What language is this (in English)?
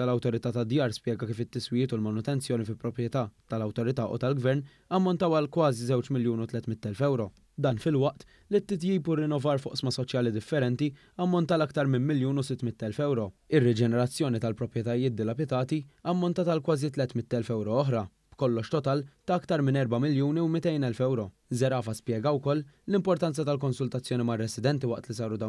Maltese